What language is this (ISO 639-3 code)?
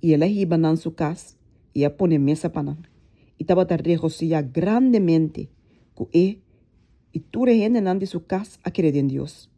pap